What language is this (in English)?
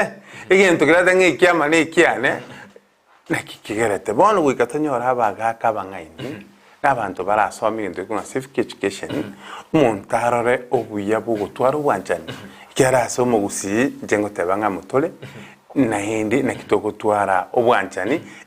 Gusii